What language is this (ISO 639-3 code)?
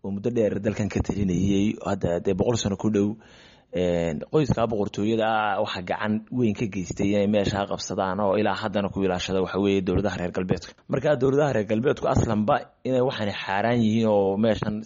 som